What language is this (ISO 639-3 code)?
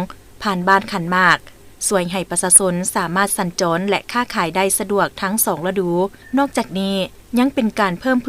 lao